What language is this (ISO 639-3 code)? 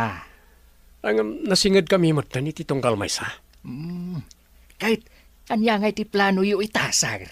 ilo